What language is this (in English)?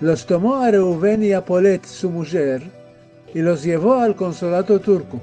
Ladino